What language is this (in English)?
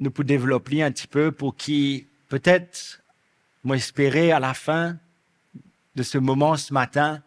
Morisyen